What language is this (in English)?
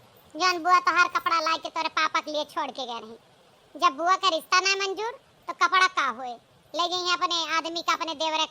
Awadhi